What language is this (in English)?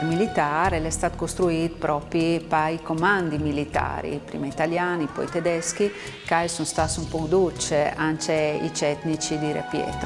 Friulian